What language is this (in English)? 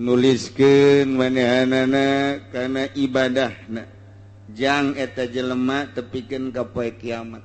Sundanese